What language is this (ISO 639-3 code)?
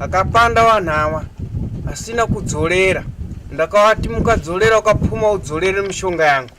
sna